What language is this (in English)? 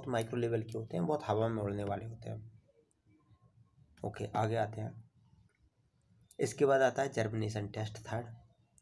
Hindi